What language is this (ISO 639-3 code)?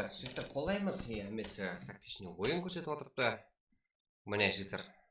kaa